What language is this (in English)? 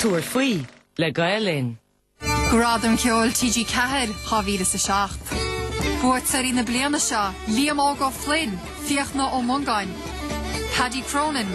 Irish